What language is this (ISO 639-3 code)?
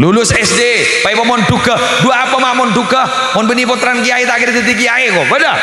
mad